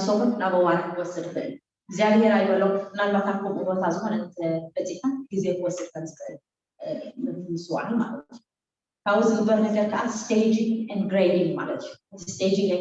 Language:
Tigrinya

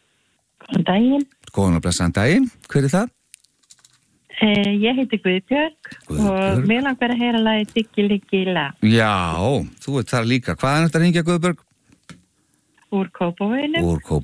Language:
Icelandic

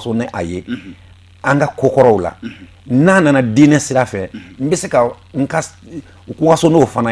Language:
Bambara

